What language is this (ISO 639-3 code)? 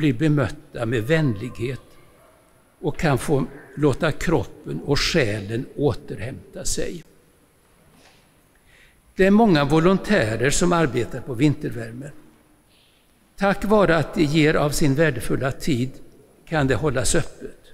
swe